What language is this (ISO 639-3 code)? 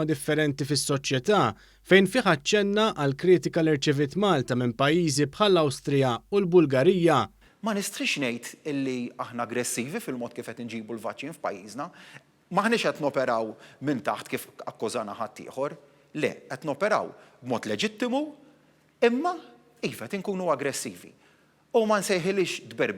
mlt